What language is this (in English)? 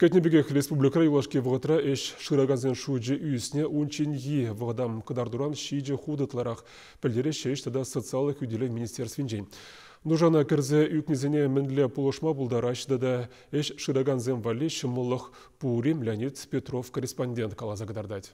Chuvash